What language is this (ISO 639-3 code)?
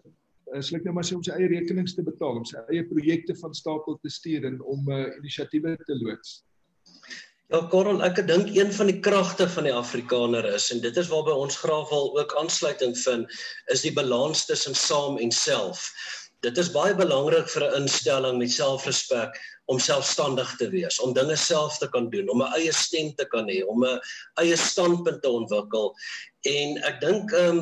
afr